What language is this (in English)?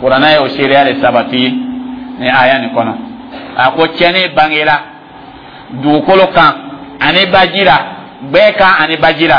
Dyula